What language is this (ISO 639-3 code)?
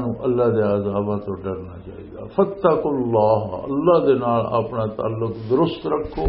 lah